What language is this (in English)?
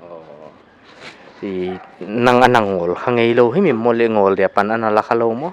Paite Chin